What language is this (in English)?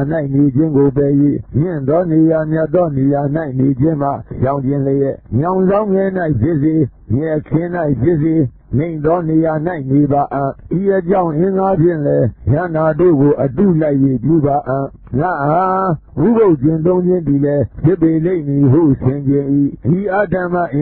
Burmese